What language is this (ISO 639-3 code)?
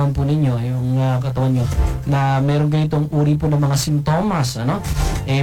fil